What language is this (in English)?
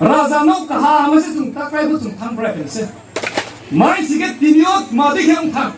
Riang (India)